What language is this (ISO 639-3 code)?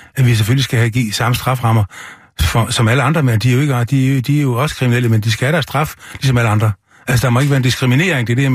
dan